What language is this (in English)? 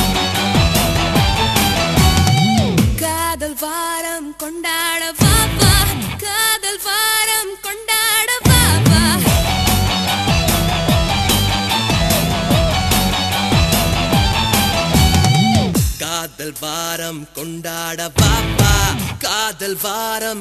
Tamil